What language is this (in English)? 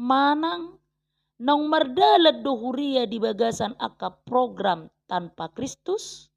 Batak Toba